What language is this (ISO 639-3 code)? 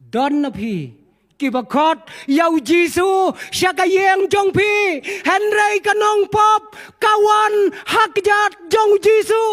kha